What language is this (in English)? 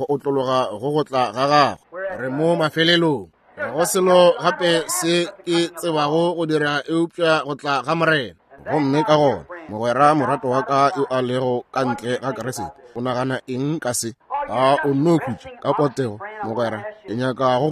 Northern Sotho